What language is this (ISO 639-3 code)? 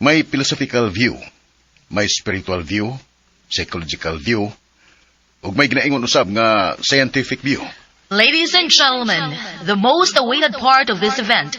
ceb